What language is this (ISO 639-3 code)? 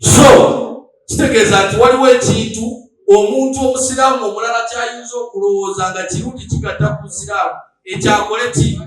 lug